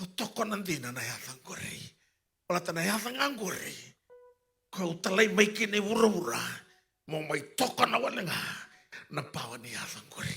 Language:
Fijian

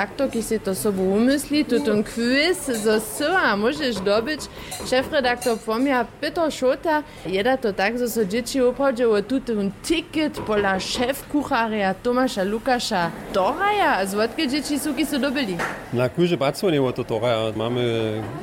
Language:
Upper Sorbian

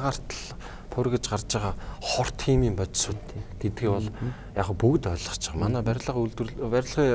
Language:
Mongolian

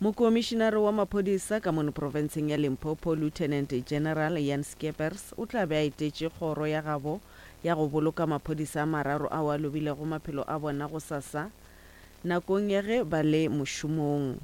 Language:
Northern Sotho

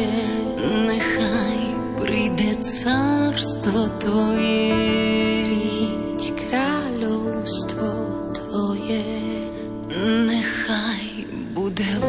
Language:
Slovak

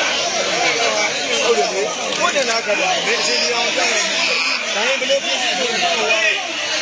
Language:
Burmese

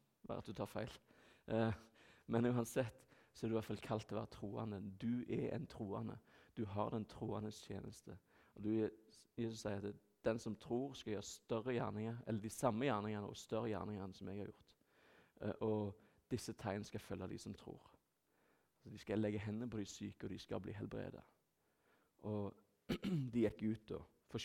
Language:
Norwegian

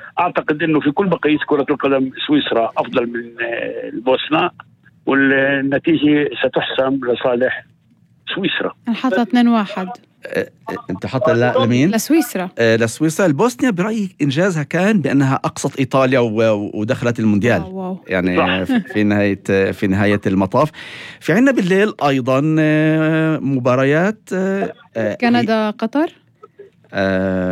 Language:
North Levantine Arabic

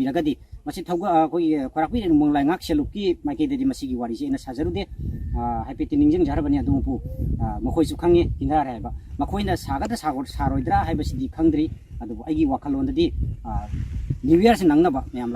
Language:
Manipuri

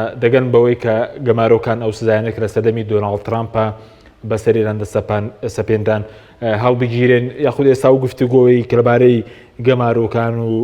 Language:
Central Kurdish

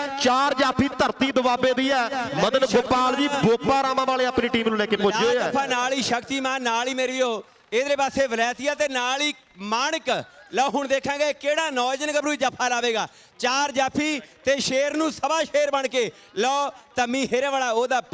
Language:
Punjabi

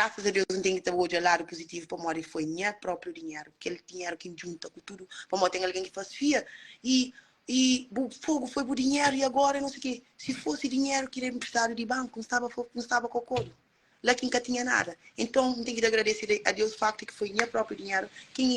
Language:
Kabuverdianu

